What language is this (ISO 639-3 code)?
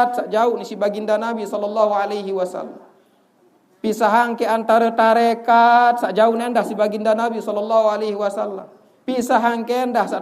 sas